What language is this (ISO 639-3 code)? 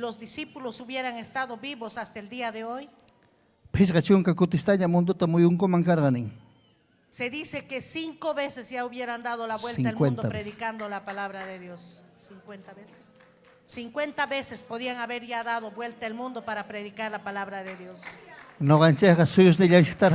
quy